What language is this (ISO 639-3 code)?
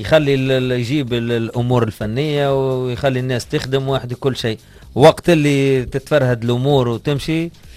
aeb